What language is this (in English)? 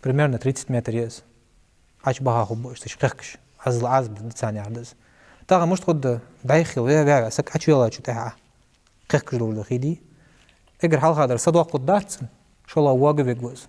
Ingush